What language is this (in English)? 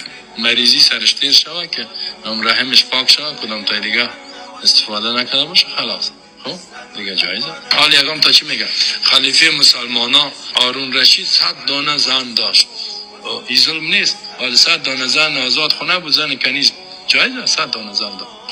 Persian